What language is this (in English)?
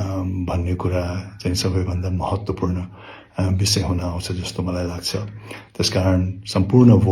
Nepali